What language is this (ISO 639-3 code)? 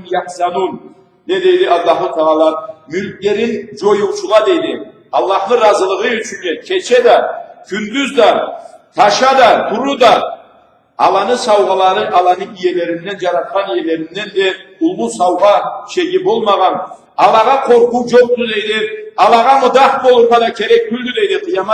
krc